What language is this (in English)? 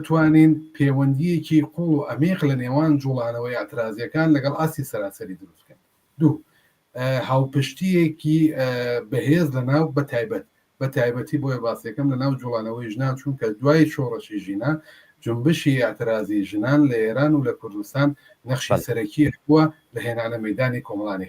Central Kurdish